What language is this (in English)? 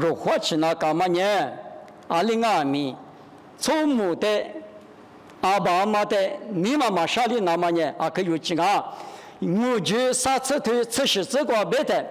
Lisu